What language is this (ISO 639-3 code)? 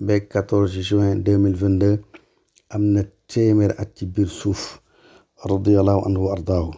wol